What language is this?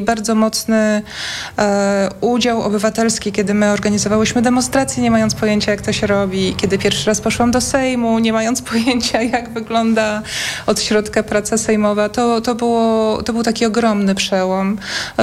Polish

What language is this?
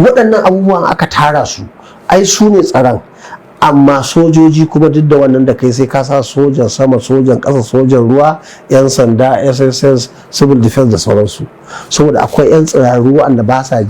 Hausa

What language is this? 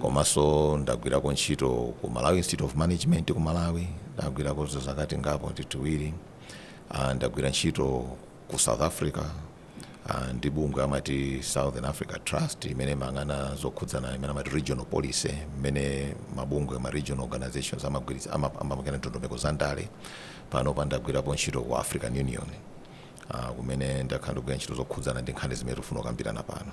Nyanja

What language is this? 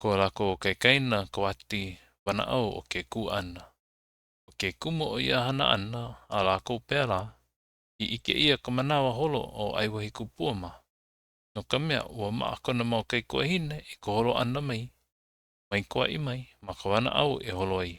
Hawaiian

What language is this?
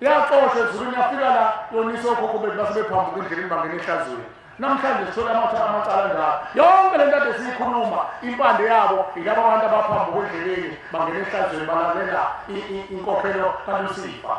Zulu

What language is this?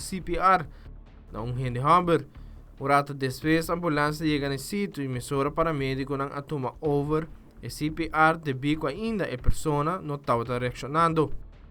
Papiamento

